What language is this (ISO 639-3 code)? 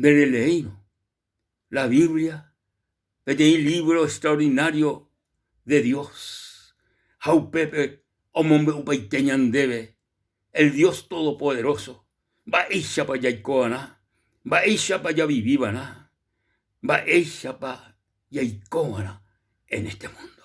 grn